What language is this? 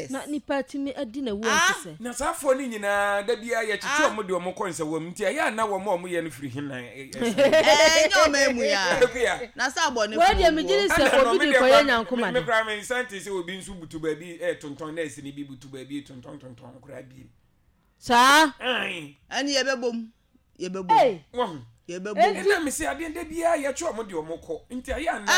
Akan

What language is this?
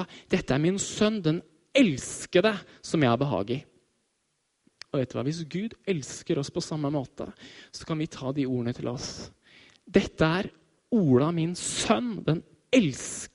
Norwegian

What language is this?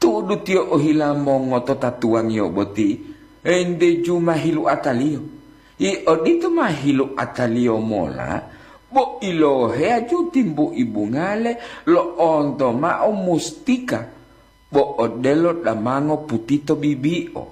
Gorontalo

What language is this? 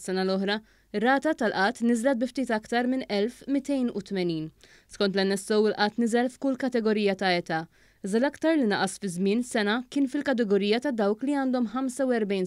Maltese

